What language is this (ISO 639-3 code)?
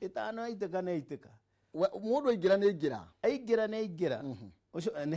kik